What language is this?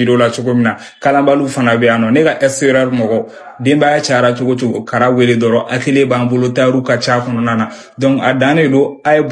Bambara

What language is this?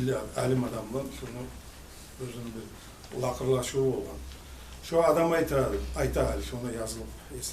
Kumyk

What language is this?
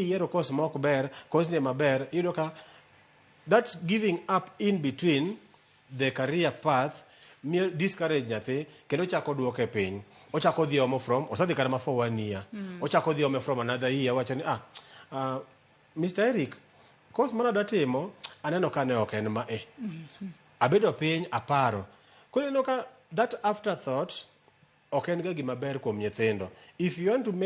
Luo (Kenya and Tanzania)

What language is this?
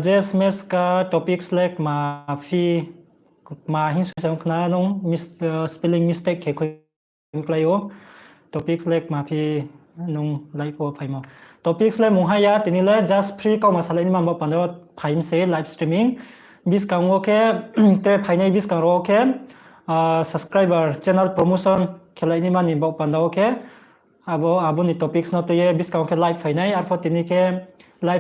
Riang (India)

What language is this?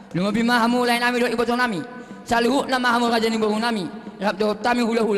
Batak Toba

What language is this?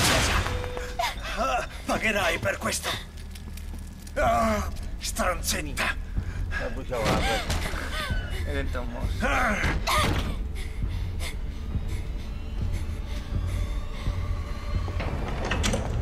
Italian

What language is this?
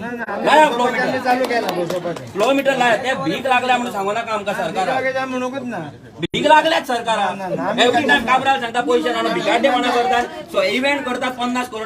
Konkani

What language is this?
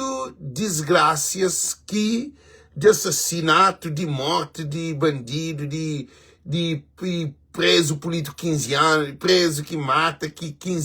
Kabuverdianu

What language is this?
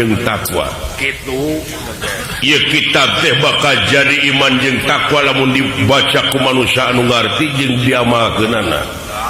Sundanese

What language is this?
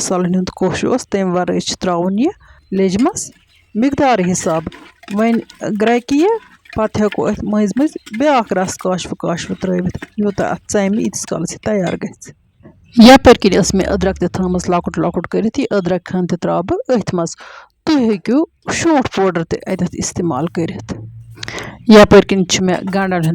Kashmiri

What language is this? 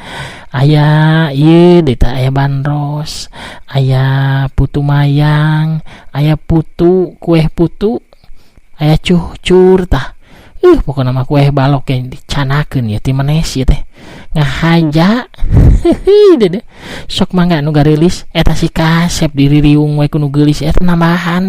Sundanese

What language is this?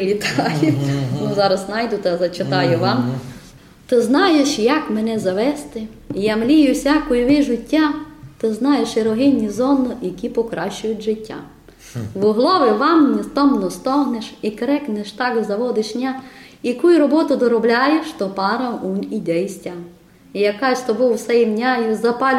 Rusyn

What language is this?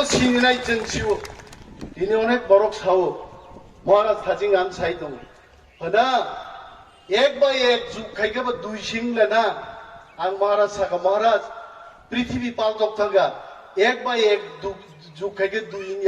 Kok Borok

